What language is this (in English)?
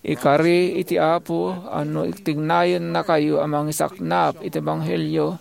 Iloko